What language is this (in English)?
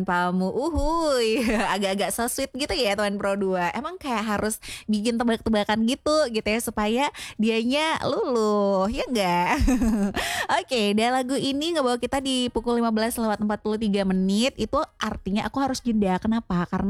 Indonesian